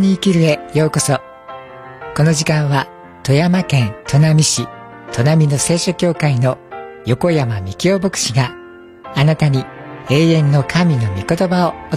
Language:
Japanese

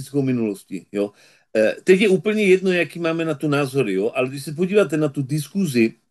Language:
Czech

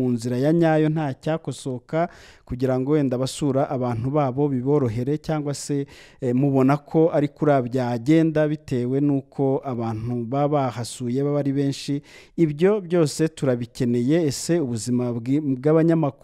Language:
Kinyarwanda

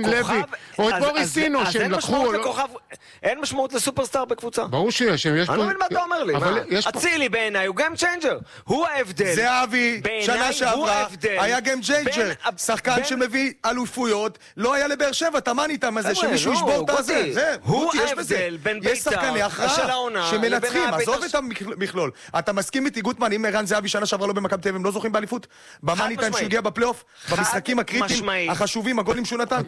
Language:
Hebrew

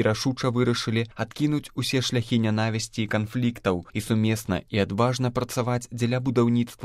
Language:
Belarusian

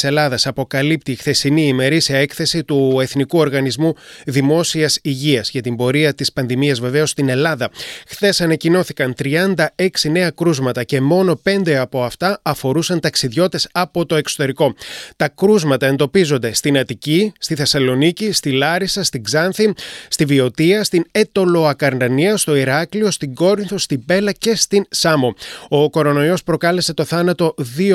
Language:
Greek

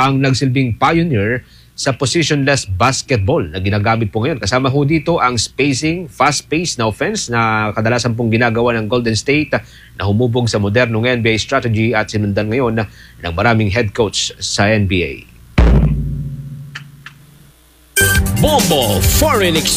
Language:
Filipino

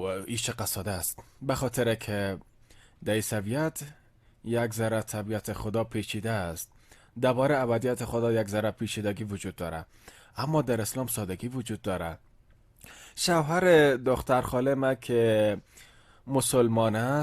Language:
Persian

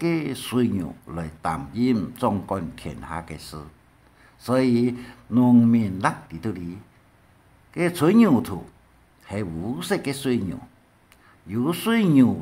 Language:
Hakka Chinese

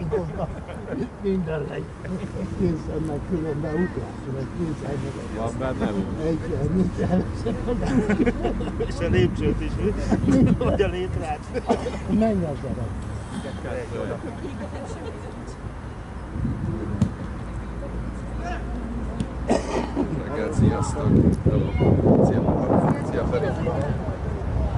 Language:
Hungarian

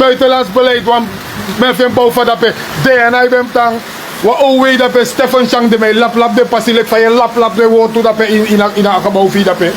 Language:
Sranan Tongo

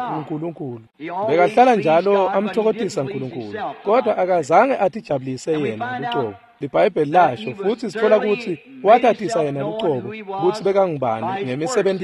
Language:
Swati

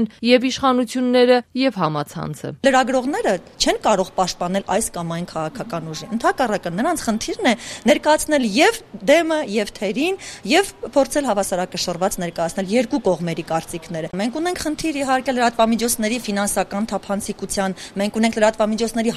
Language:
Armenian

